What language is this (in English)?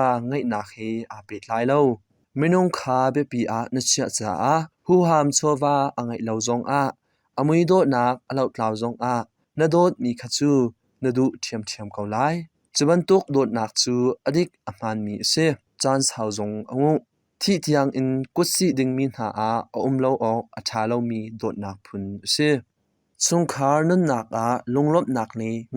Hakha Chin